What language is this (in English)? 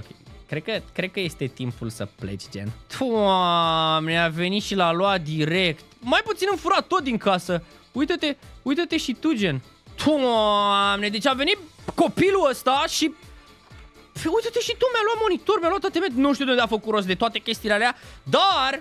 Romanian